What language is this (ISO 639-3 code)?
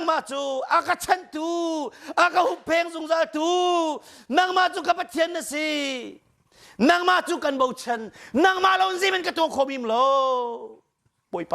cnh